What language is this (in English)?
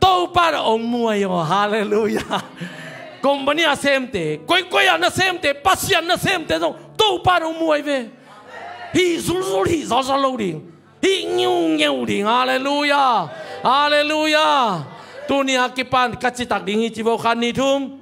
Tedim Chin